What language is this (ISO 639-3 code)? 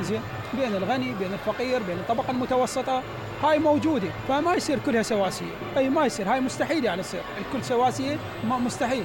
acm